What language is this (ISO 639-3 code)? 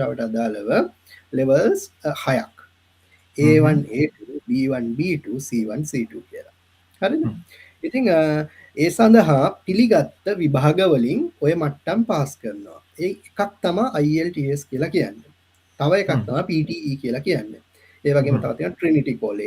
sin